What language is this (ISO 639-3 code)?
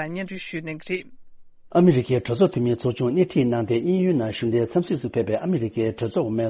bod